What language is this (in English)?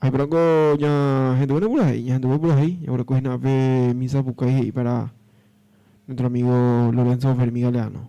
Guarani